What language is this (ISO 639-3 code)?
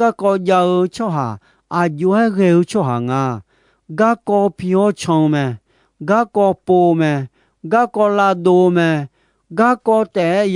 ahk